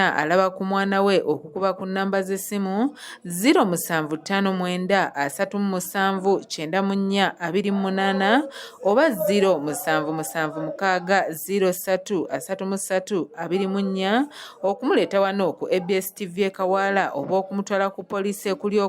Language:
Ganda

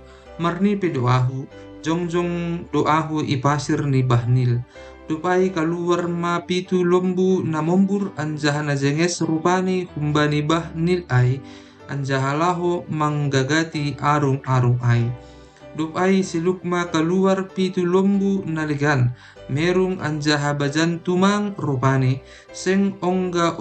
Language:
Batak Simalungun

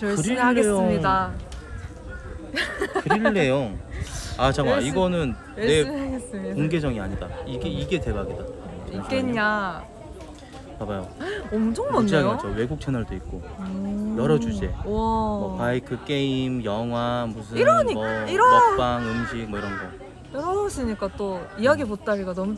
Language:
Korean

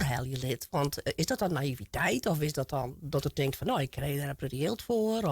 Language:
Western Frisian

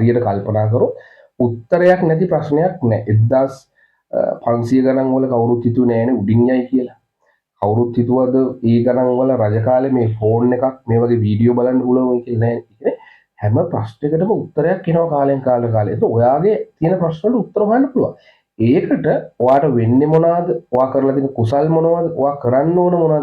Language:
Sinhala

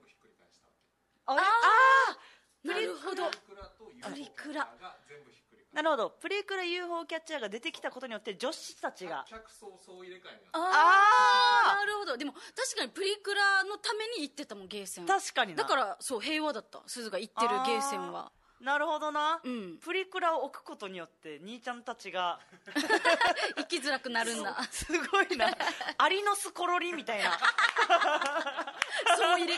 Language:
Japanese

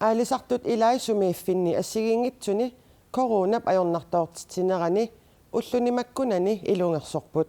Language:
Kalaallisut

